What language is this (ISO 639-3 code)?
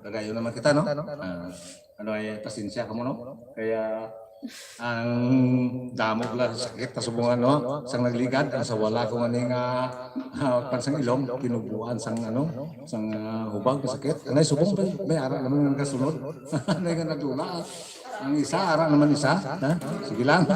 hil